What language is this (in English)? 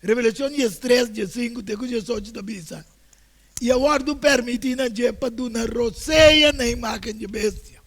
Papiamento